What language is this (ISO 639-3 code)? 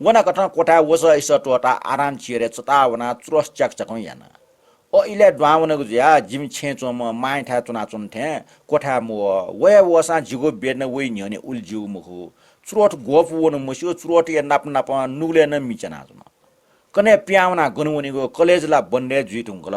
new